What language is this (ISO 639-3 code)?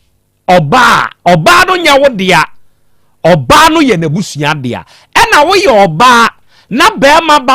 aka